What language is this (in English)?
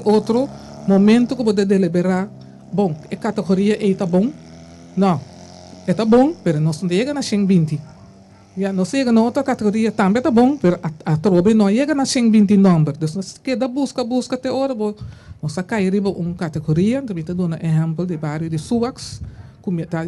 Papiamento